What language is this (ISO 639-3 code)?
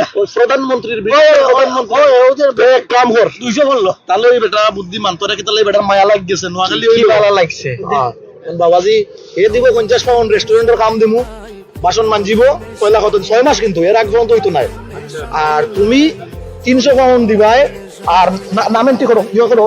syl